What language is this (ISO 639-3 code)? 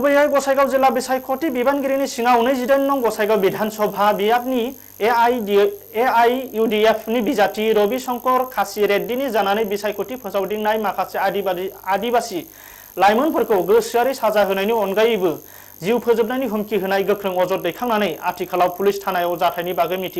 brx